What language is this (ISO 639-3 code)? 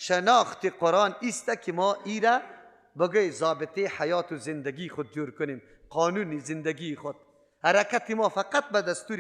fas